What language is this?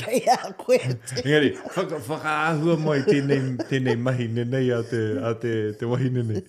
Māori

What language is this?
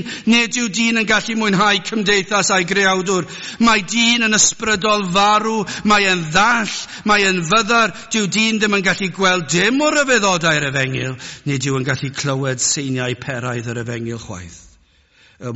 Welsh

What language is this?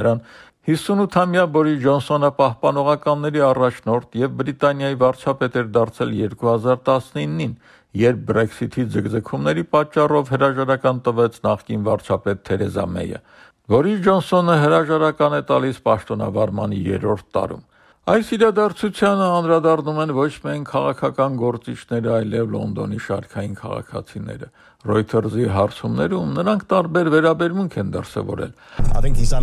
Armenian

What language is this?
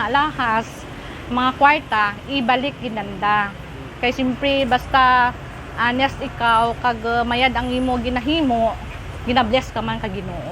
Kinaray-a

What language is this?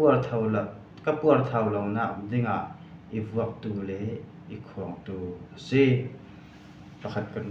Falam Chin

